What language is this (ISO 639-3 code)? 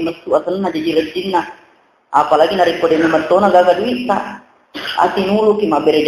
bug